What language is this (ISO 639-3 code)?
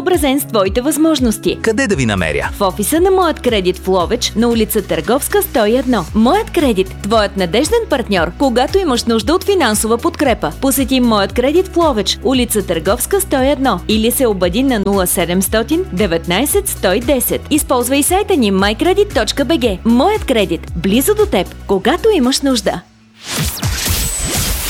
bul